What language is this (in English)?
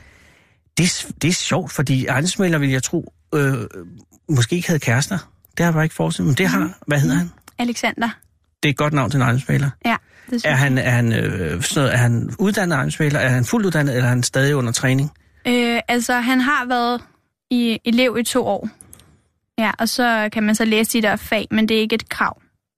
Danish